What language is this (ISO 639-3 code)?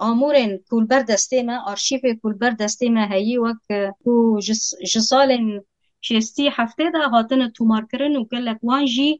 kur